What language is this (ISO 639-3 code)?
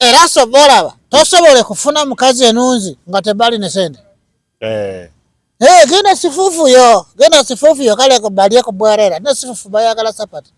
lug